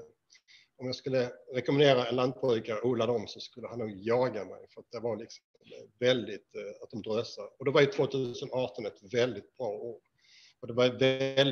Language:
Swedish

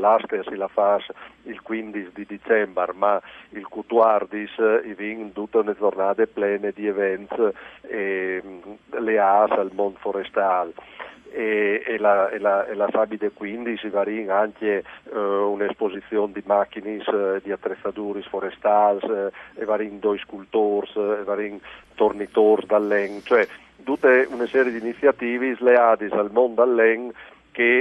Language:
Friulian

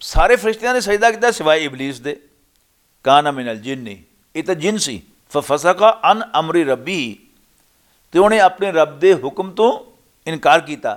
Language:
Western Panjabi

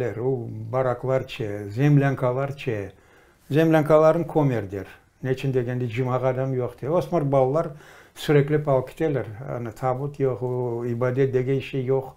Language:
Crimean Tatar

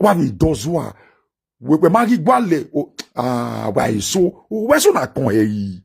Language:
Nigerian Pidgin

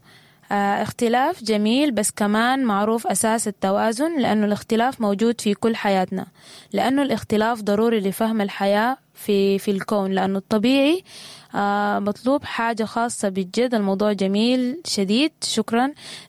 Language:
Sudanese Arabic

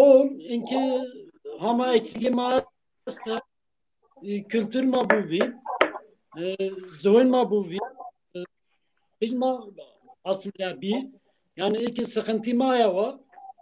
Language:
Zaza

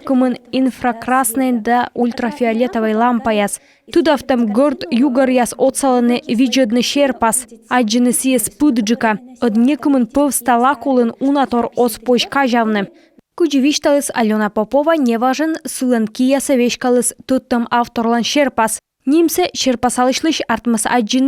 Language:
Komi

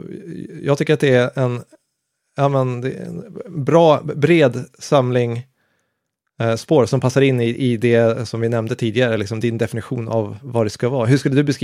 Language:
Swedish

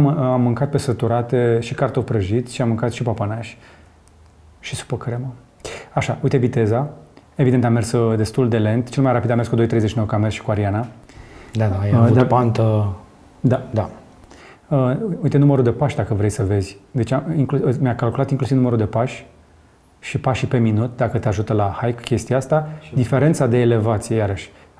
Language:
Romanian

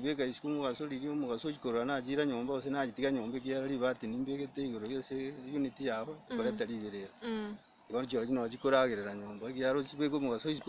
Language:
Gusii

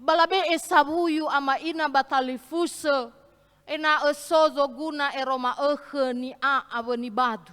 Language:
Nias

